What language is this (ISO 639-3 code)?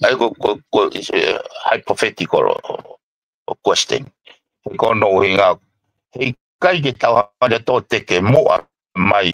ton